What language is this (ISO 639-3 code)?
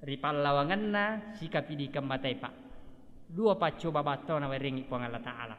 bug